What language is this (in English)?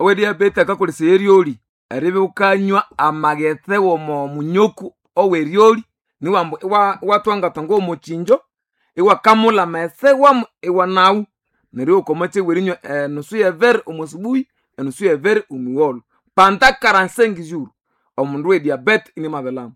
Nande